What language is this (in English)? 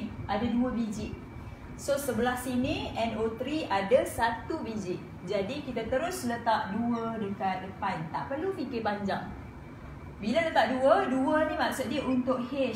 Malay